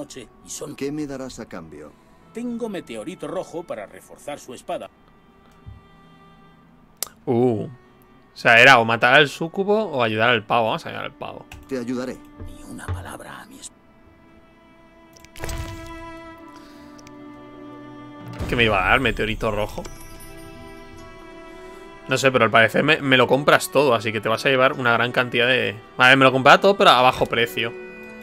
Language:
Spanish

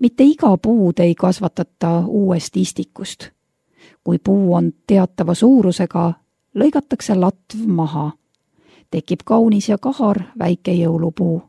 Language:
Estonian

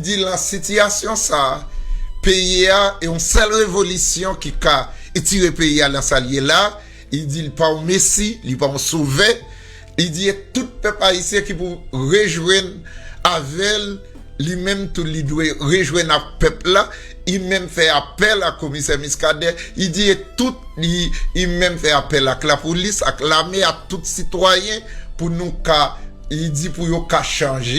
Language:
Haitian Creole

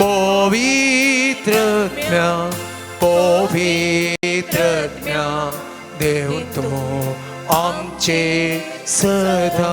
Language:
Konkani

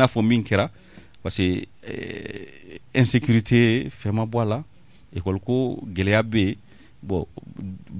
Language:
Bambara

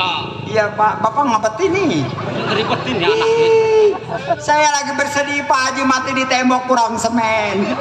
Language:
Betawi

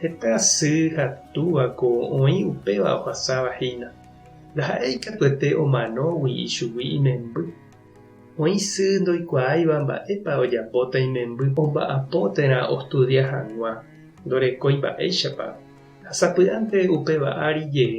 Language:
Guarani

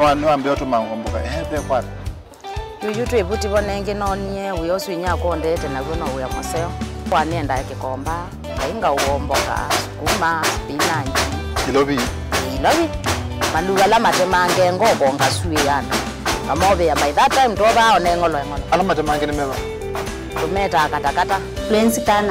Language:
Kamba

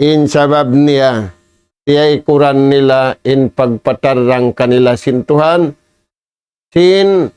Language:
Tausug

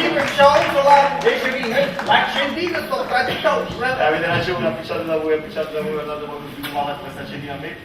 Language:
Neapolitan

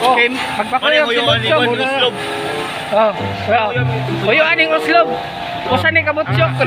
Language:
Cebuano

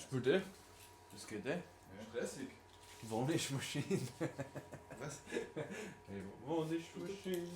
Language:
Bavarian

